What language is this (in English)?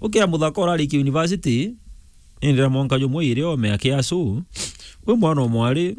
Meru